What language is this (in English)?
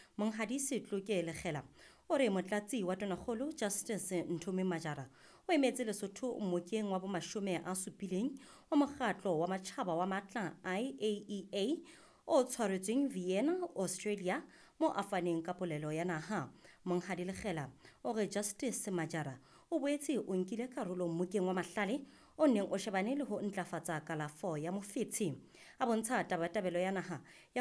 Southern Sotho